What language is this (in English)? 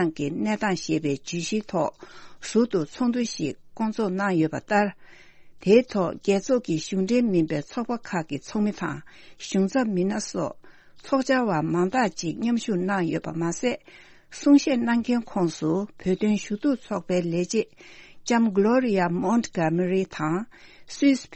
Tibetan